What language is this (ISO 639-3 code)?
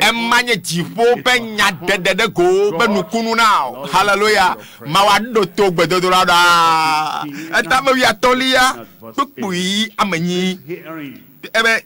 ewe